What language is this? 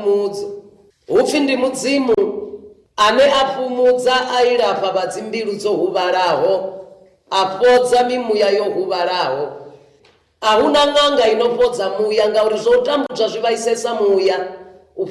Venda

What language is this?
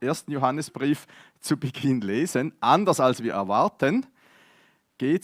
Swiss German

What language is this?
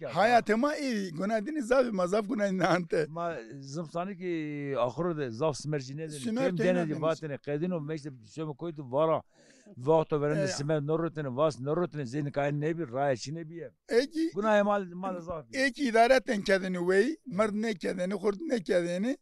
Zaza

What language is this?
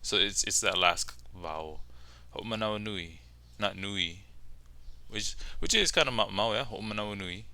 Hawaiian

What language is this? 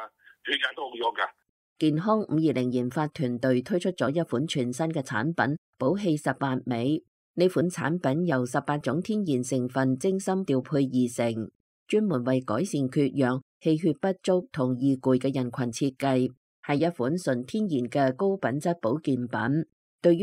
Cantonese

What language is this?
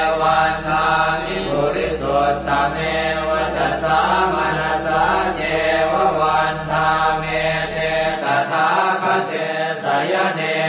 Pali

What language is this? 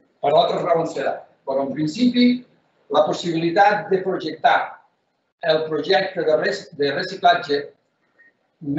Catalan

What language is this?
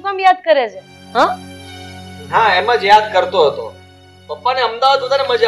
Gujarati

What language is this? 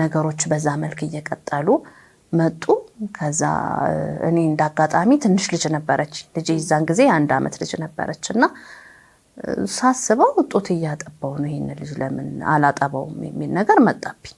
Amharic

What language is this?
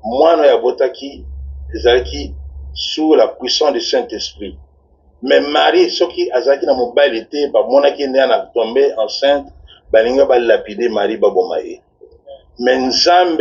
Lingala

